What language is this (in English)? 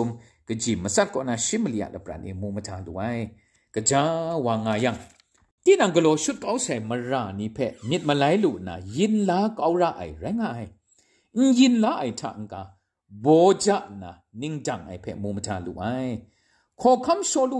Kachin